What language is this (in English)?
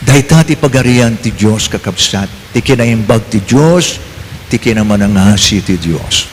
Iloko